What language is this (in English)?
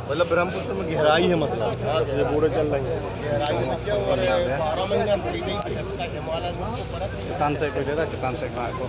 Santali